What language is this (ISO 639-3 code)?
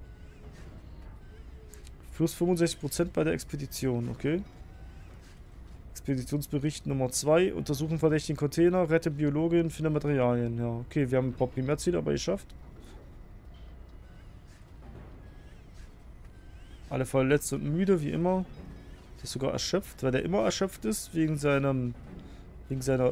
deu